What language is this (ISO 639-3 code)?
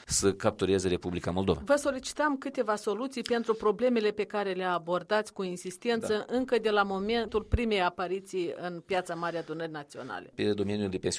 ron